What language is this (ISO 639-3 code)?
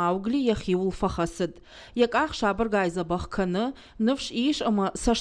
oss